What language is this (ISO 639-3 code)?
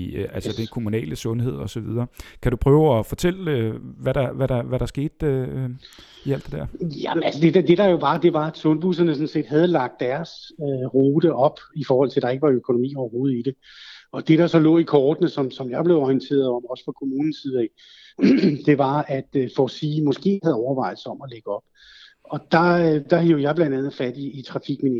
dan